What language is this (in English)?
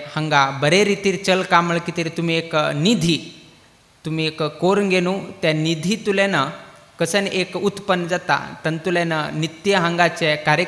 Konkani